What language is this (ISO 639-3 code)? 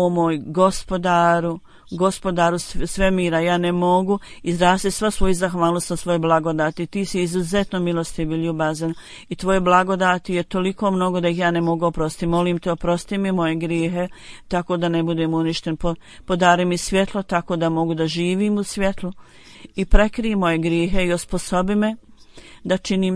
bos